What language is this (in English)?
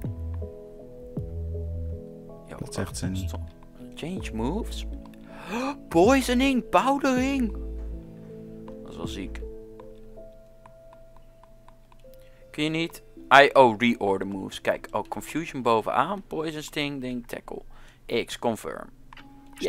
Dutch